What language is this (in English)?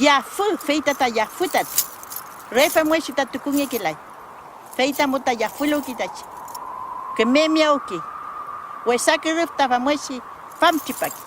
Mapuche